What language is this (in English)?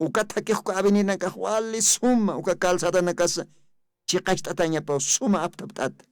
Aymara